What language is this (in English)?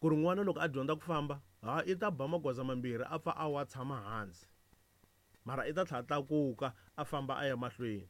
Tsonga